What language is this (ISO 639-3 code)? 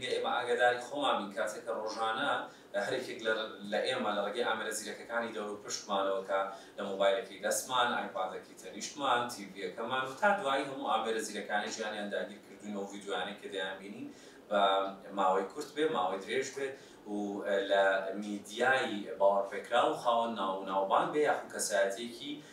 ckb